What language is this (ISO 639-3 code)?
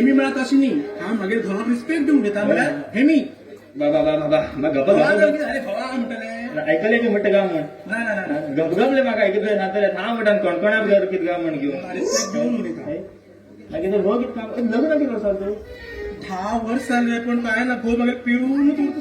kok